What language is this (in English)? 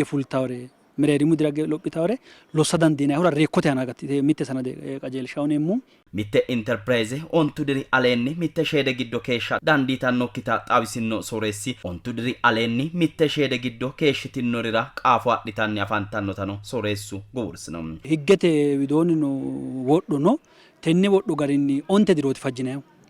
Sidamo